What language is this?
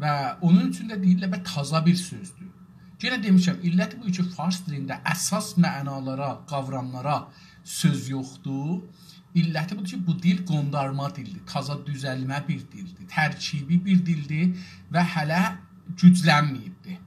South Azerbaijani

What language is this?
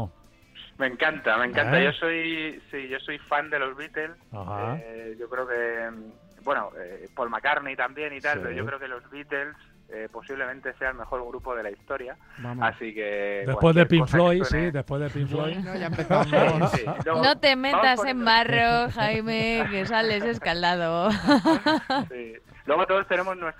Spanish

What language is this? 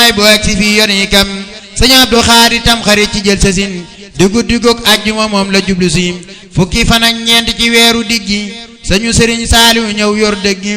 Wolof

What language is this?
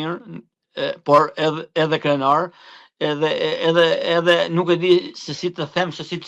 Albanian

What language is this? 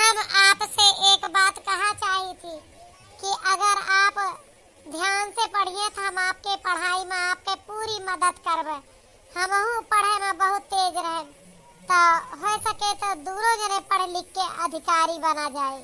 Awadhi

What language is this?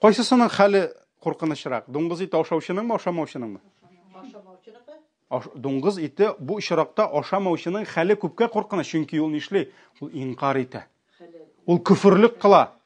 Tatar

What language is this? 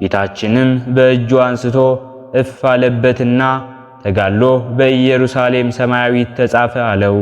Amharic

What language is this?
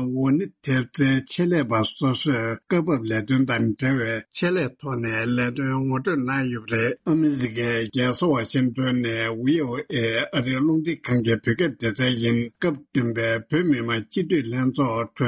Tibetan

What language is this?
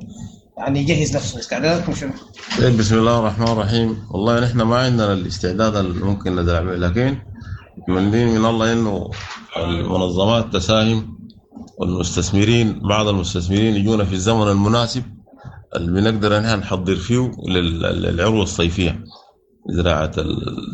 Sudanese Arabic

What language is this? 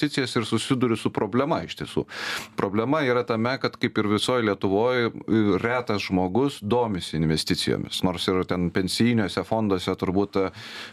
Lithuanian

